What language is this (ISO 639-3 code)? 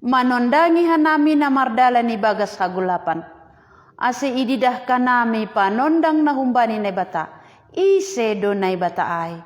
bts